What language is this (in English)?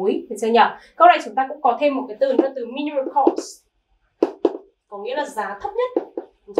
Vietnamese